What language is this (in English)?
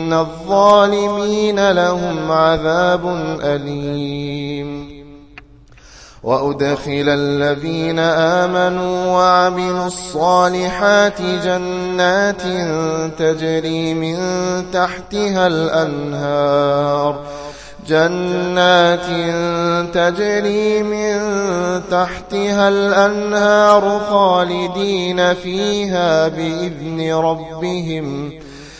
Arabic